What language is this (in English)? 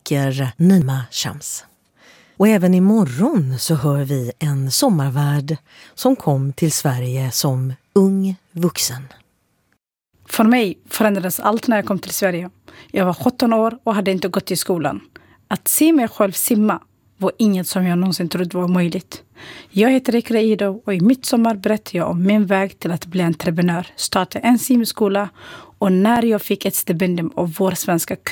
Swedish